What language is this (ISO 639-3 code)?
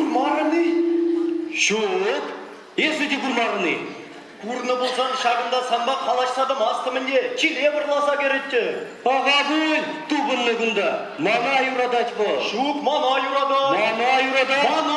chv